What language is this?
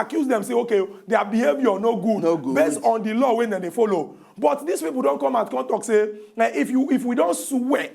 Nigerian Pidgin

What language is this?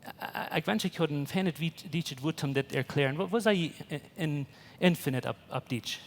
Plautdietsch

